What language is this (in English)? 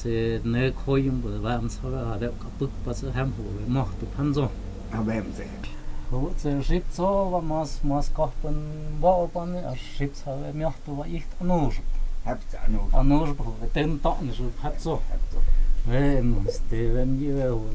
Totontepec Mixe